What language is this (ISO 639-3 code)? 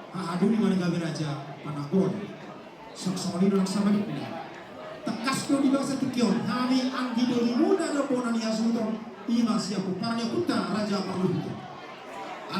bbc